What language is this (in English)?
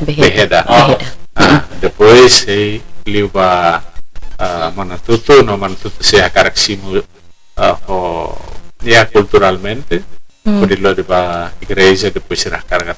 Tetum